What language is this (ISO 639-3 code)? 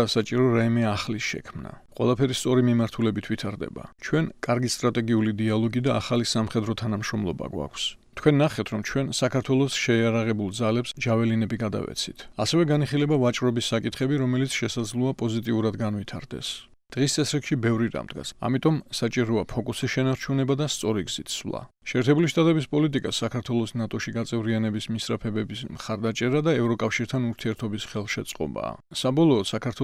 kat